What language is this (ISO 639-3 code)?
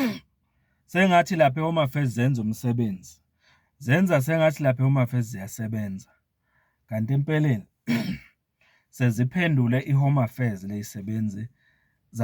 zul